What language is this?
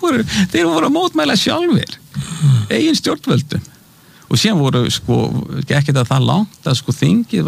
Icelandic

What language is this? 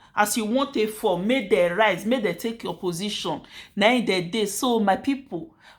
Nigerian Pidgin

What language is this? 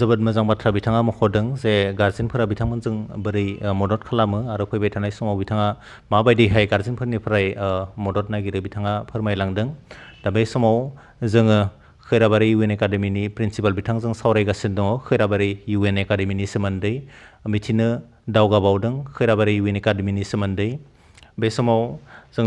Bodo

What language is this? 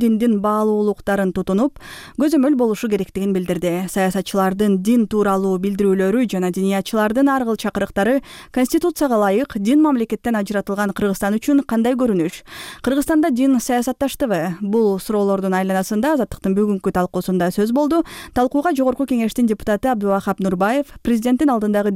Kyrgyz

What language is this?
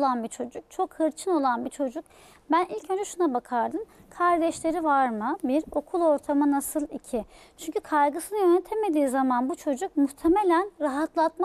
Turkish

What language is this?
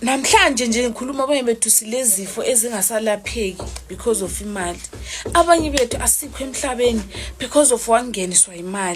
Zulu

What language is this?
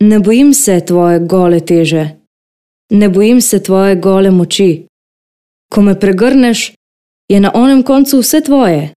Slovenian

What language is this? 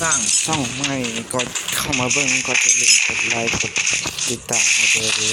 Lao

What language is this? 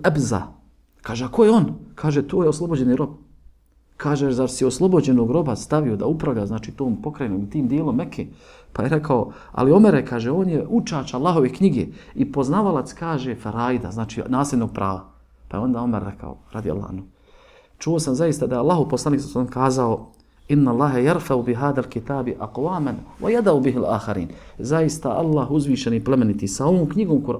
Bosnian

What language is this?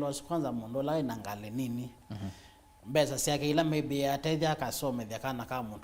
Kamba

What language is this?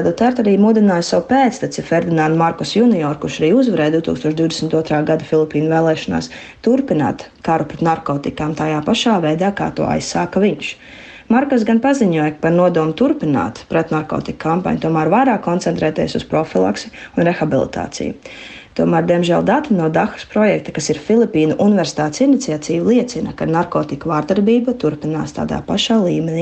Latvian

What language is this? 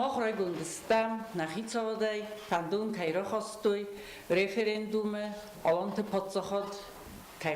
Ossetic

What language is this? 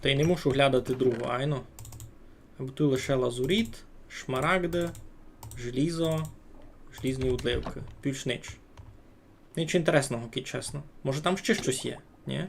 Rusyn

